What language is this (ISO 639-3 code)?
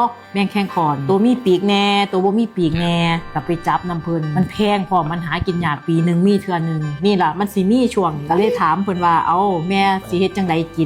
tts